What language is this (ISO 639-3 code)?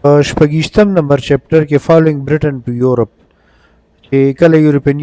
pus